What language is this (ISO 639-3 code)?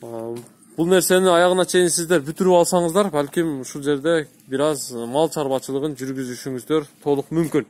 kir